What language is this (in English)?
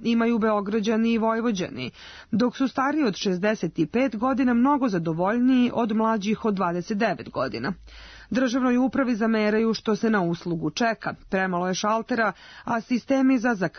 Serbian